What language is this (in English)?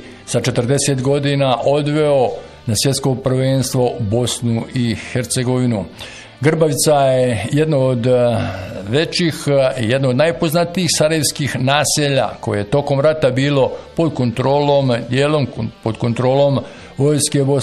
Bosnian